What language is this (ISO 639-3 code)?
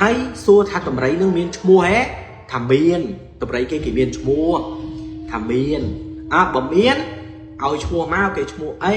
khm